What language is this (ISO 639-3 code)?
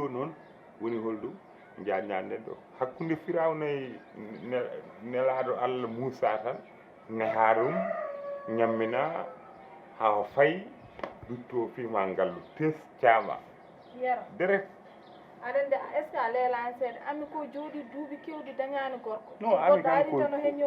ful